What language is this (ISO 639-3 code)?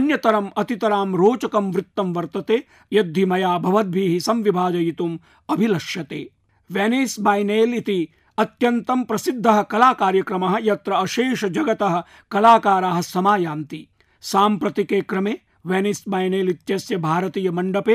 san